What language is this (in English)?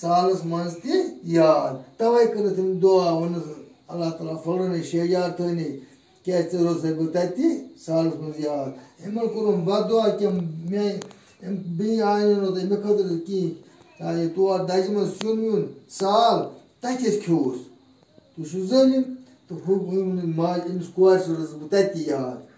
Kashmiri